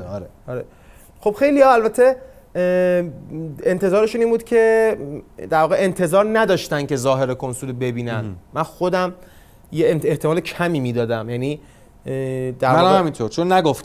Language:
Persian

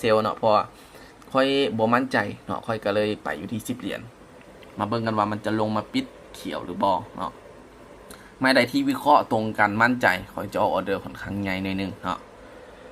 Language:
Lao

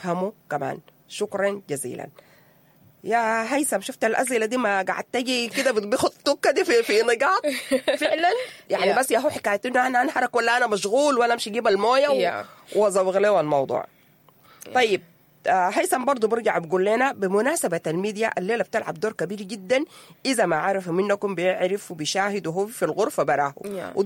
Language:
Sudanese Arabic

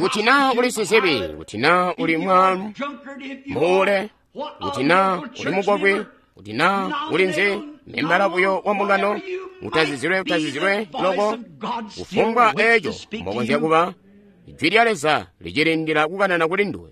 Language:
Tonga (Zambia)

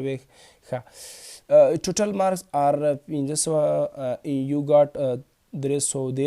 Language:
Pashto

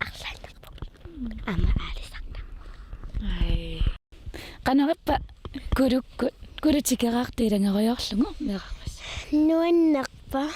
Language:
Kalaallisut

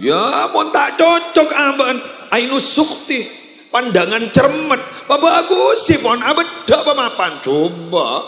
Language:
Madurese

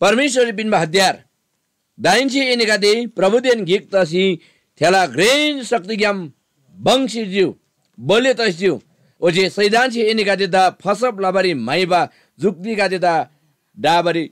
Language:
Eastern Tamang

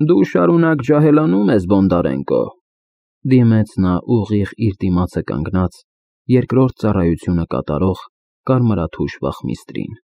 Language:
Armenian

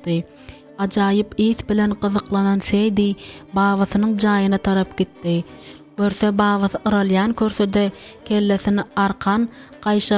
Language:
Turkmen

